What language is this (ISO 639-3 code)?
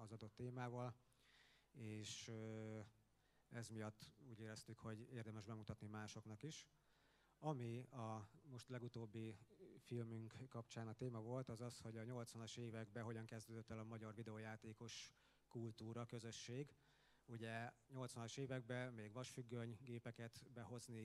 hun